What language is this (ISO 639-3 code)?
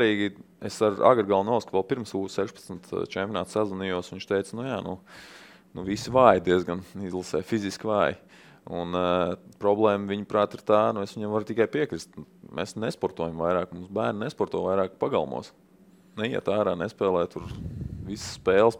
lav